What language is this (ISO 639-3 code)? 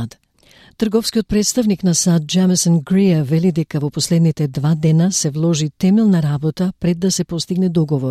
mkd